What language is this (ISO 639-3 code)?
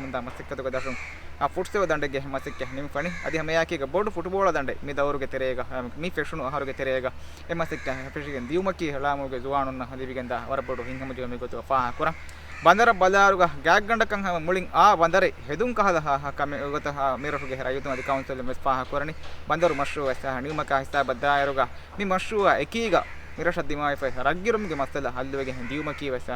div